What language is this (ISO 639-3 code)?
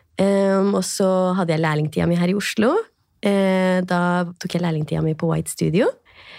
nor